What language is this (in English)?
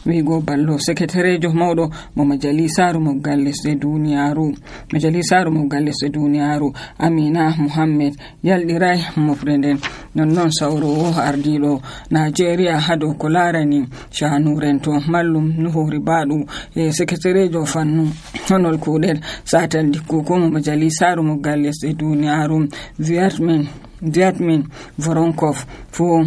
Nigerian Fulfulde